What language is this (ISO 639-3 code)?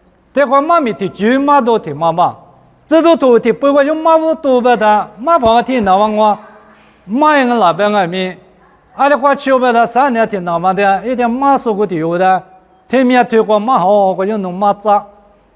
lis